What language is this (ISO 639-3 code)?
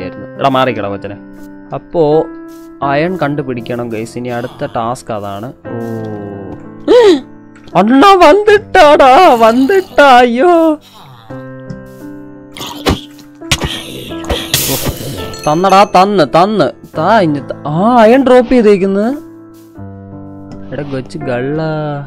mal